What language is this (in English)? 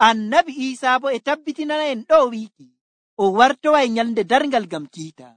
Nigerian Fulfulde